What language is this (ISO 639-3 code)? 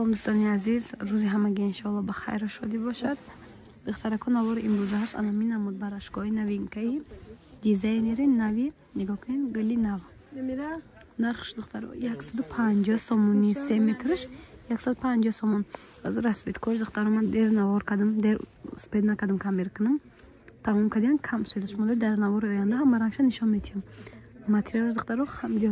tgk